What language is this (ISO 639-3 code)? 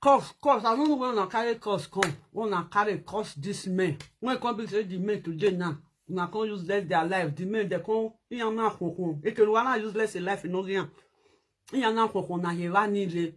pcm